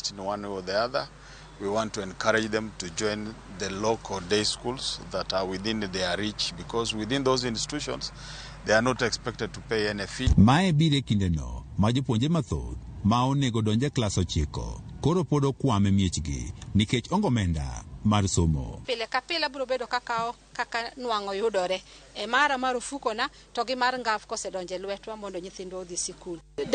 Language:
Luo (Kenya and Tanzania)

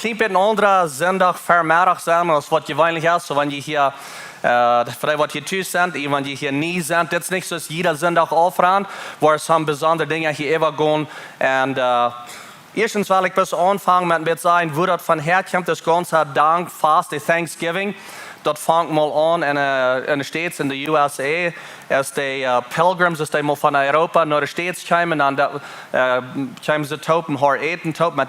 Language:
Plautdietsch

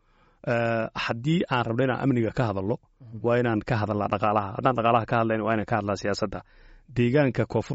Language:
Somali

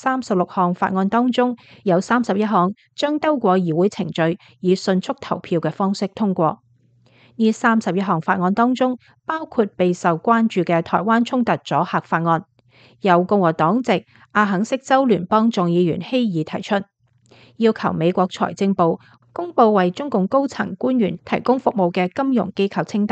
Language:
Cantonese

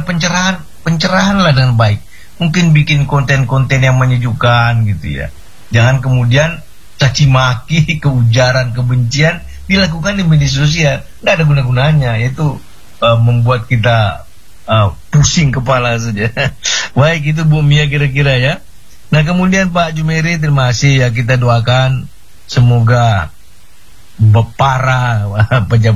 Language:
Indonesian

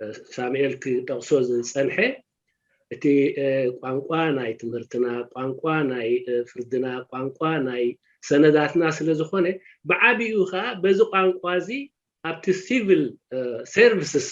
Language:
Tigrinya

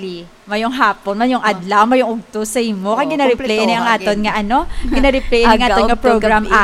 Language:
Hiligaynon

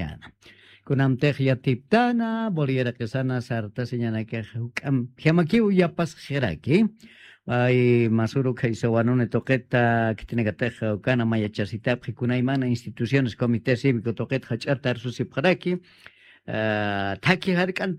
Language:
Aymara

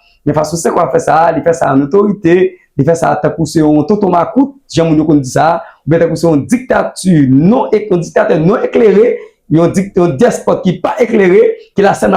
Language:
Haitian Creole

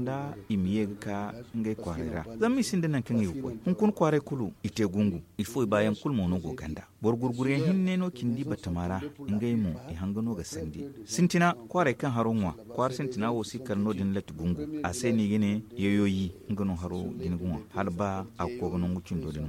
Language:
Zarma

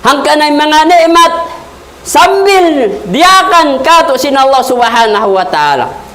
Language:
Tausug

